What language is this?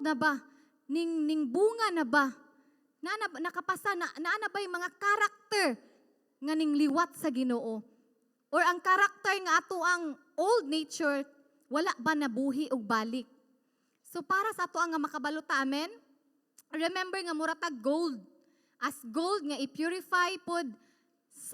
Cebuano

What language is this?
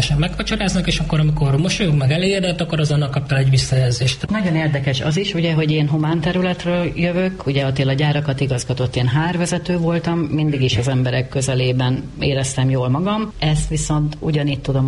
Hungarian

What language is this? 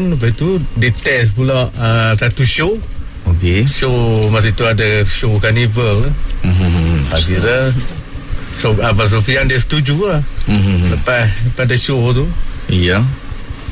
Malay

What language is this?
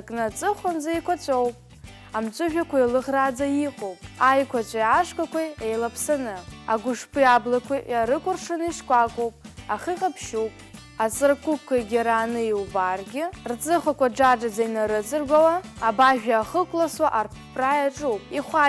Abkhazian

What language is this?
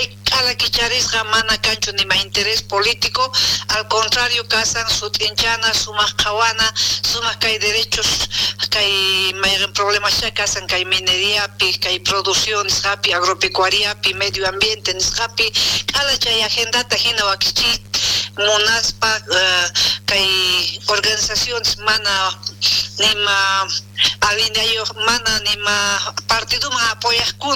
South Bolivian Quechua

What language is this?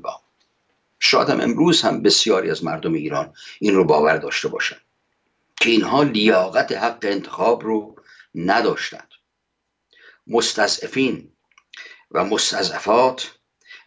Persian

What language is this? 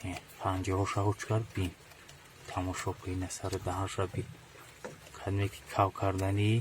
Tajik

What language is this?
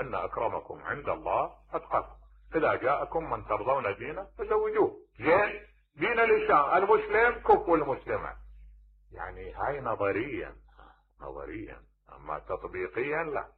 Mesopotamian Arabic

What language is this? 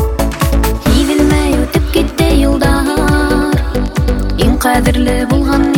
Kazakh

